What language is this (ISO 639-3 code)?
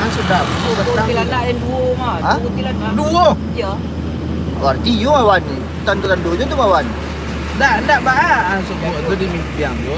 min